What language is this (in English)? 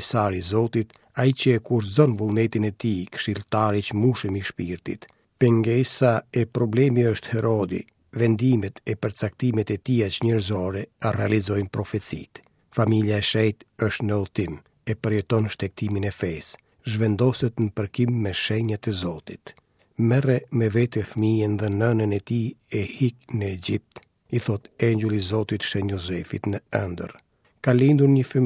Albanian